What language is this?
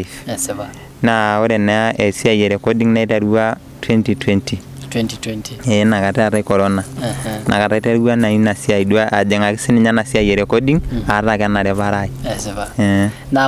Masai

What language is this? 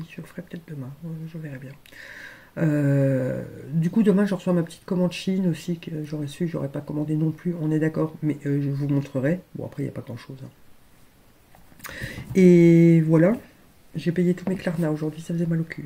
French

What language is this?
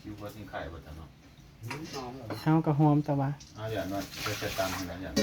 Northeastern Thai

